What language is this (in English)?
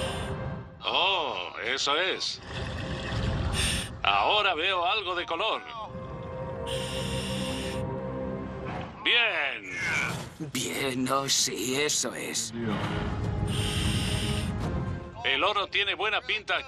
Spanish